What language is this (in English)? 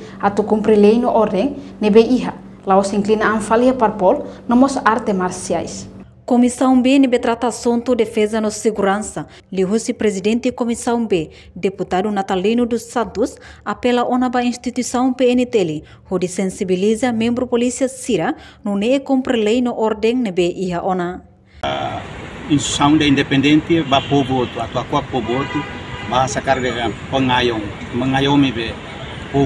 Tetum